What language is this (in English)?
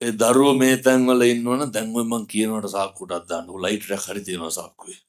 Sinhala